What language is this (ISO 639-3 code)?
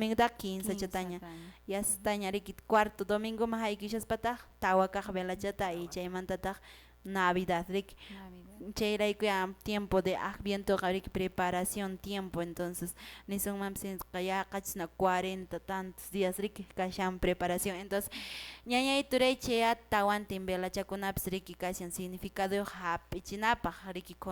que